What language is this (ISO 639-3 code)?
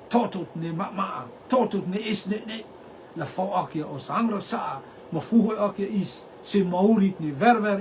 rtm